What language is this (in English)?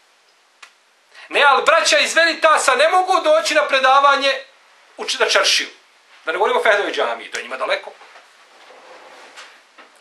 Bosnian